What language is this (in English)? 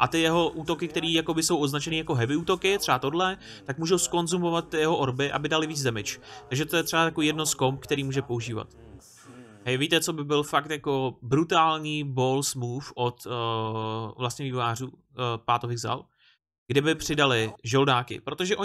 Czech